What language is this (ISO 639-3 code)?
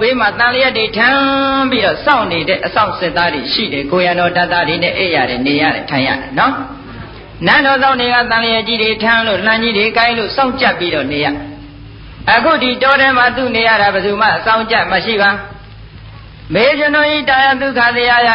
mya